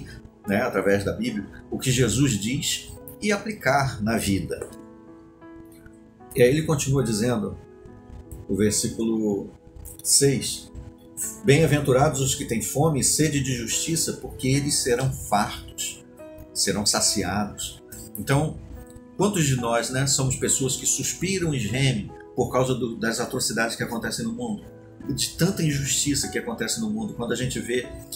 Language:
Portuguese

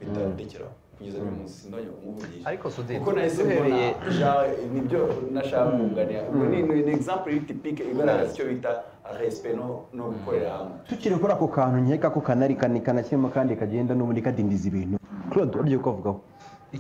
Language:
Kinyarwanda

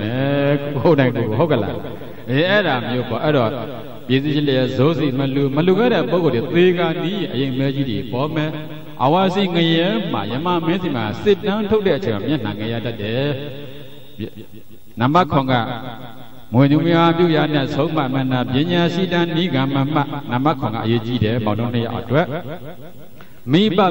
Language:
Burmese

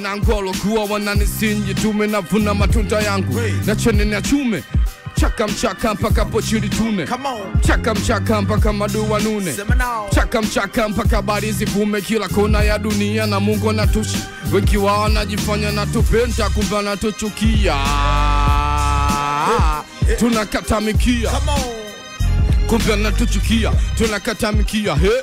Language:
Swahili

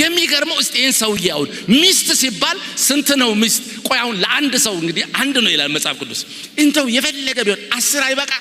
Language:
Amharic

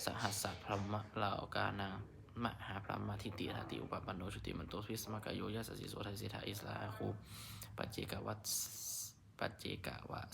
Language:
Pali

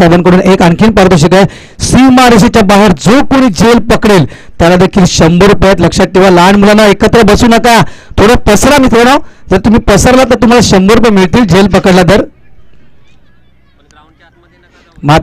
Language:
Marathi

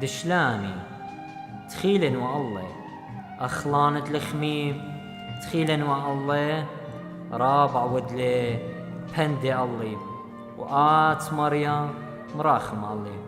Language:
Assyrian Neo-Aramaic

